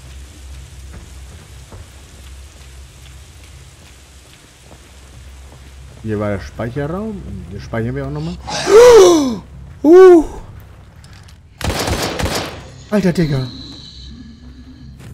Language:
German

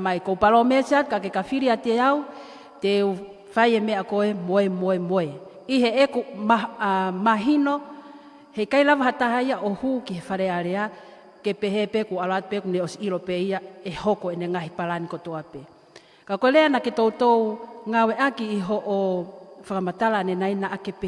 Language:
Tongan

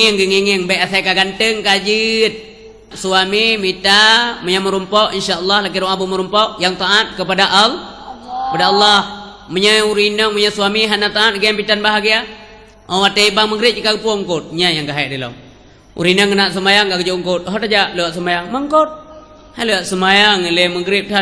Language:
Achinese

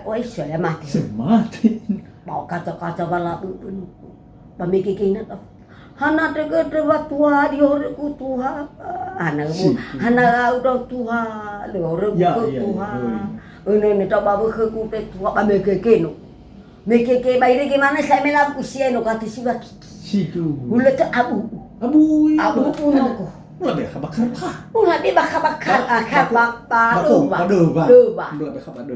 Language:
Nias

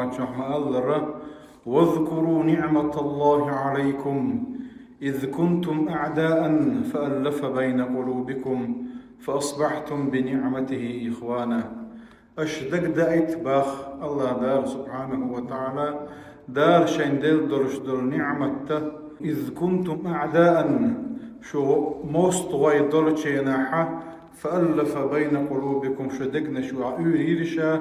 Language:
Chechen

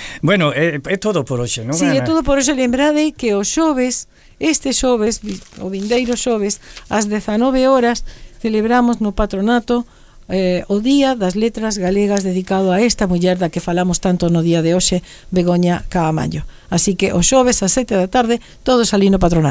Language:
Galician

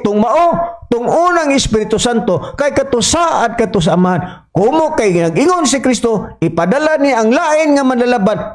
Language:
Cebuano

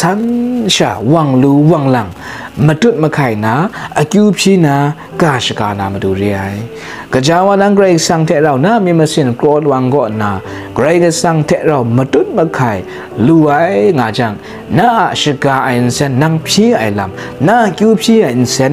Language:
Kachin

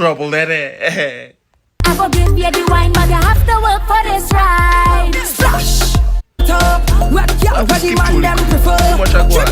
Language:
Jamaican Creole English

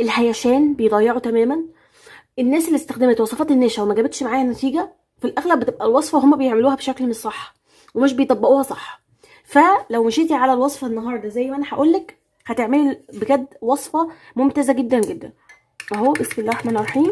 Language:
Egyptian Arabic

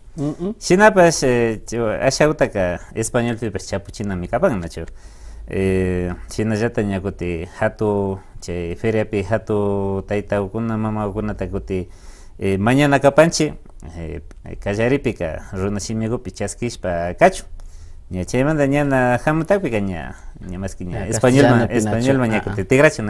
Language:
Imbabura Highland Quichua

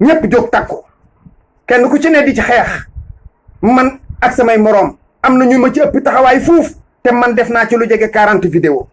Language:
Wolof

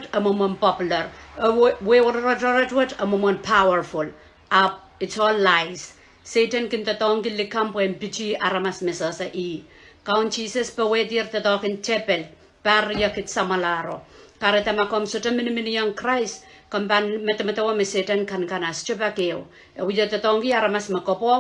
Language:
Pohnpeian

